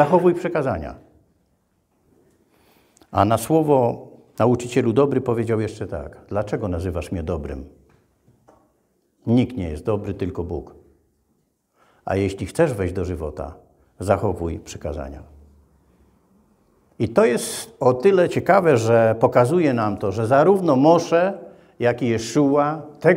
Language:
Polish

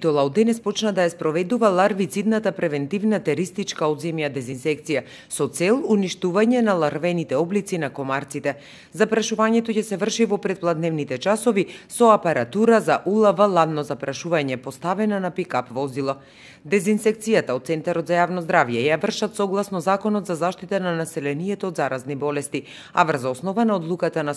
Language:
Macedonian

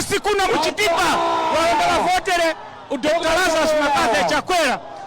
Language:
Nyanja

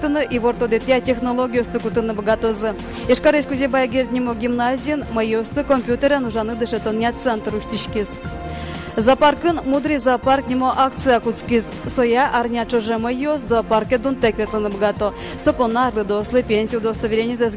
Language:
Udmurt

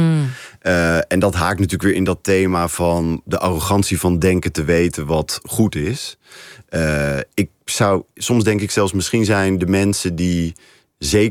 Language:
Dutch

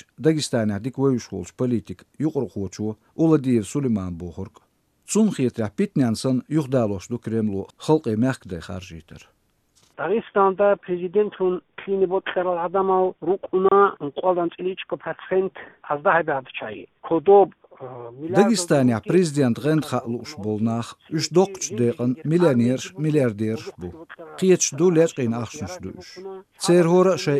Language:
Chechen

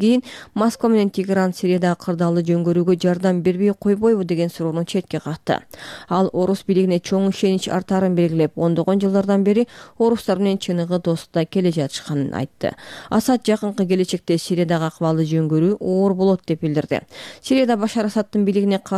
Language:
Kyrgyz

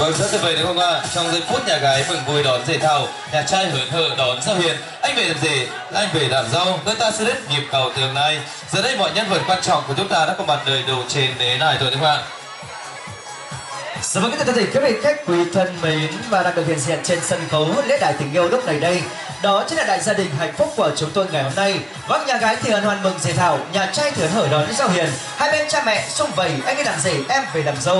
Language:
Vietnamese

